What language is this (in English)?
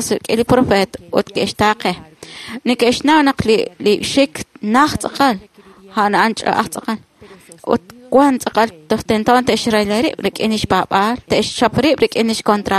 Kekchí